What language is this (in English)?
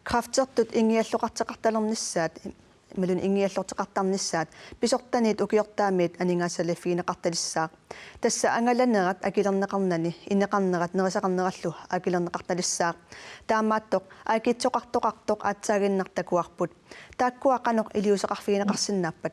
Kalaallisut